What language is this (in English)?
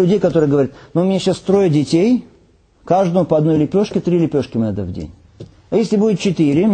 Russian